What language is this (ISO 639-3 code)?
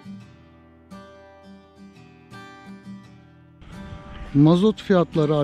tur